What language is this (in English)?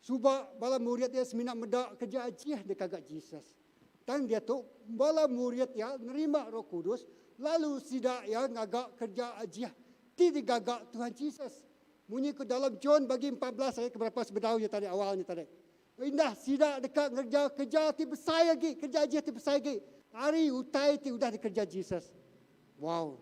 Iban